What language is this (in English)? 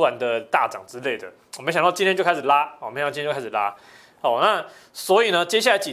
Chinese